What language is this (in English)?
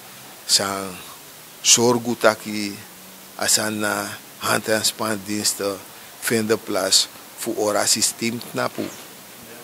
Sranan Tongo